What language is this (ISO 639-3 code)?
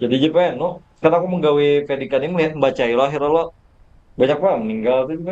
bjn